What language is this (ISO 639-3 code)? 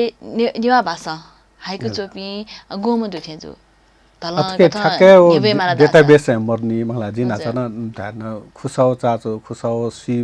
new